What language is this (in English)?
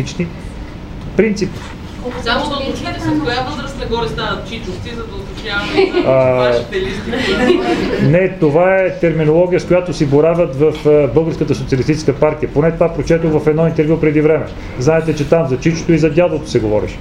Bulgarian